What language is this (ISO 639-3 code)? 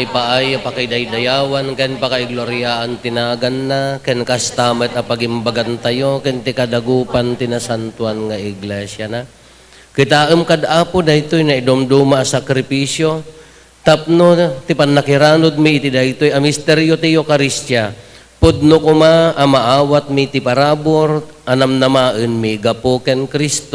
ilo